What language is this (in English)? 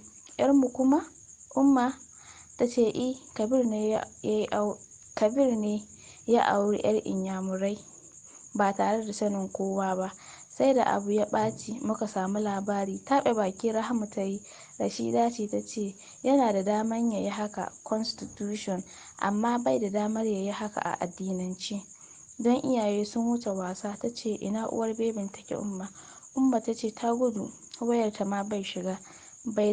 Hausa